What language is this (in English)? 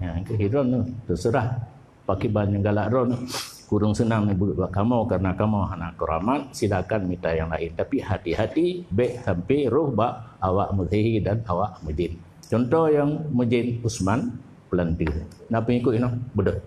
Achinese